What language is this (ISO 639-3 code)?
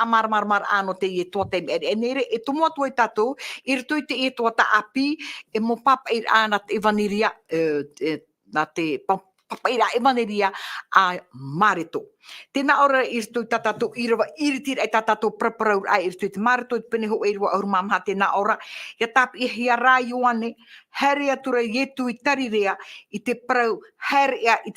tah